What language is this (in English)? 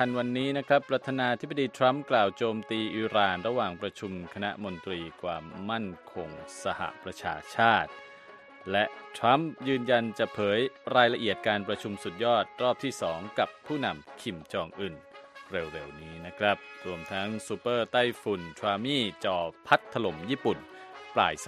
Thai